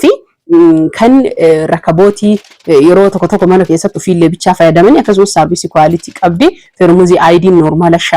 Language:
Oromo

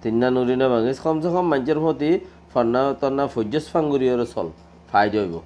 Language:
Rohingya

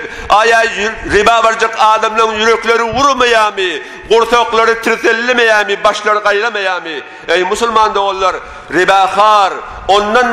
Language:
Turkmen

